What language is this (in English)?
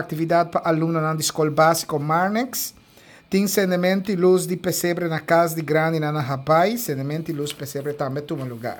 Papiamento